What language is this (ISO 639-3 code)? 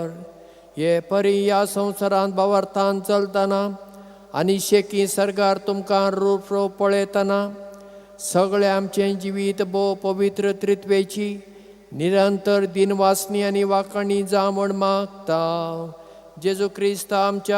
kok